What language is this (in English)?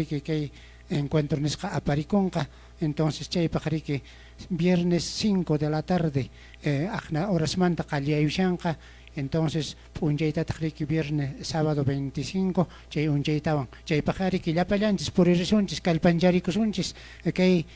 Quechua